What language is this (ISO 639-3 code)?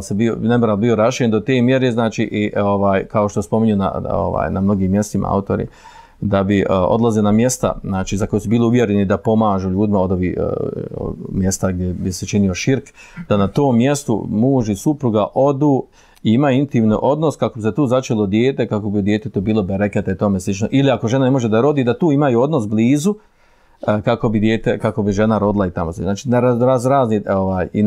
bos